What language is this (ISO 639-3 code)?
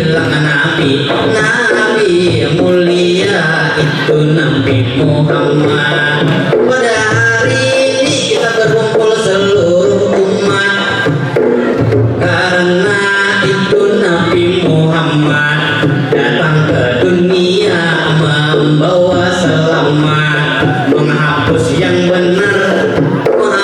bjn